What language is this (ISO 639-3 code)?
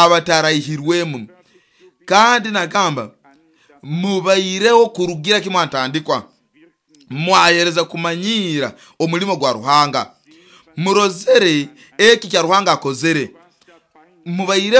nyo